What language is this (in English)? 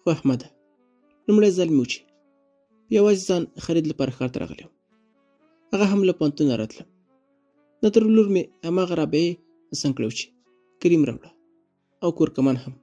Pashto